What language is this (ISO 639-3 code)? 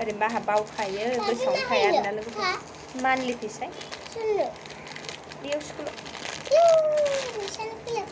brx